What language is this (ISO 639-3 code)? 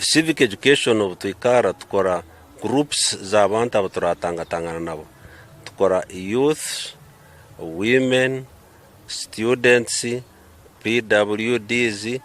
nyn